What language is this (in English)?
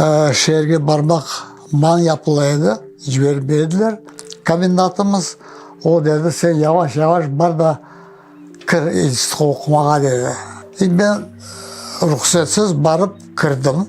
Crimean Tatar